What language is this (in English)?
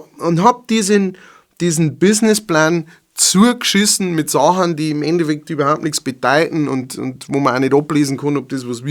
Bavarian